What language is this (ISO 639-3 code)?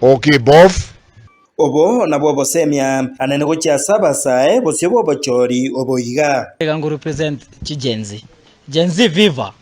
guz